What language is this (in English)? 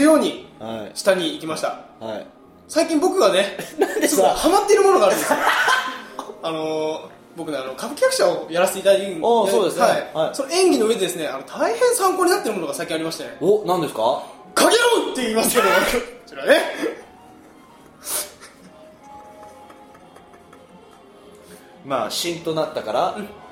Japanese